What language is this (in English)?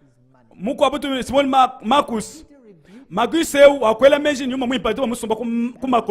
Luba-Lulua